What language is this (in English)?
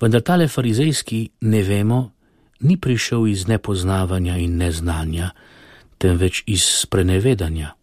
Slovenian